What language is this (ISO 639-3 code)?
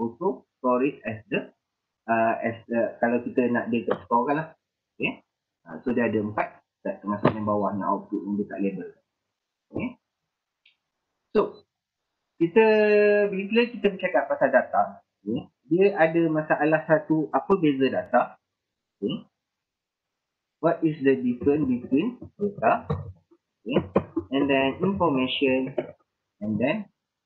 msa